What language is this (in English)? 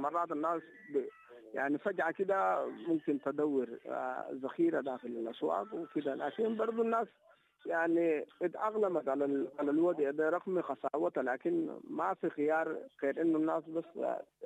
Sudanese Arabic